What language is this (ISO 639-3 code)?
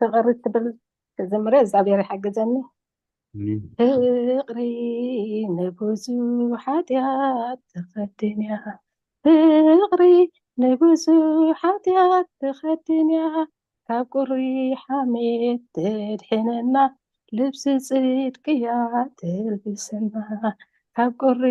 tir